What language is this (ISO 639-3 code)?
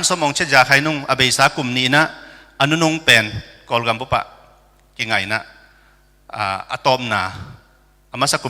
ctd